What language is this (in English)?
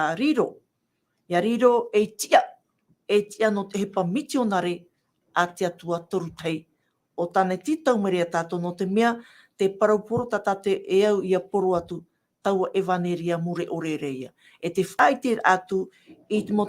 Tahitian